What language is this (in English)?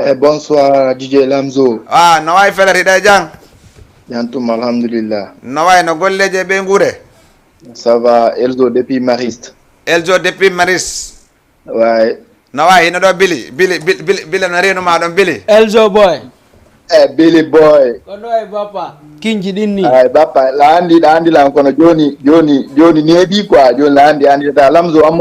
Fula